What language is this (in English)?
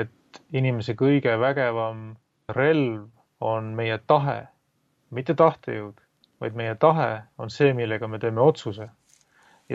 Estonian